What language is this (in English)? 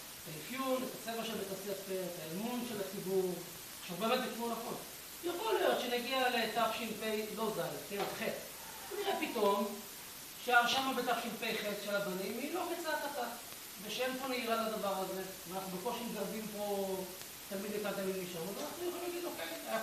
Hebrew